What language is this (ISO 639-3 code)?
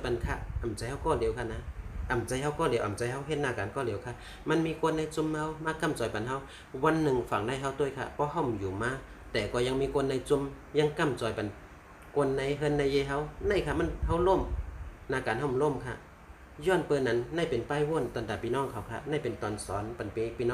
shn